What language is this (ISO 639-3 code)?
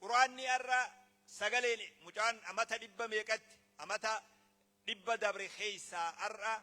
orm